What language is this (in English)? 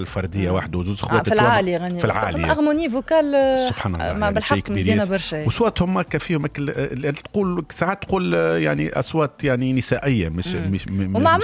Tunisian Arabic